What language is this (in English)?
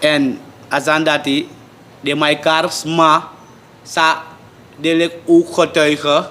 Sranan Tongo